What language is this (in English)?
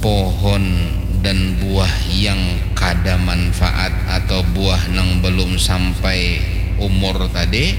Banjar